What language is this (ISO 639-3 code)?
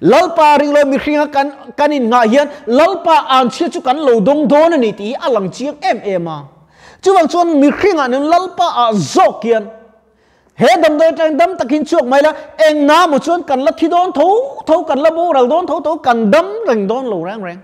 lus